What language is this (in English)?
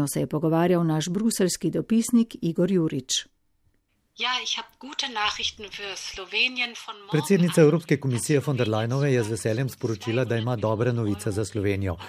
Slovenian